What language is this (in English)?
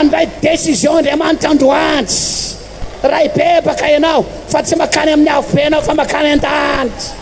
Malagasy